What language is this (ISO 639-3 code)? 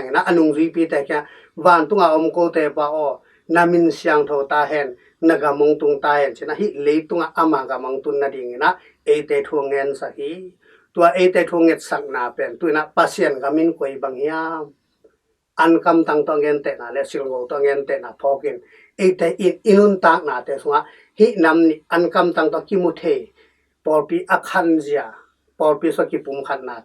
ctd